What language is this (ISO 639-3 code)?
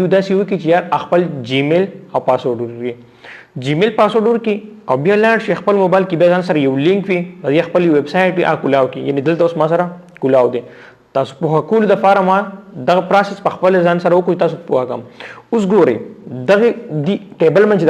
pus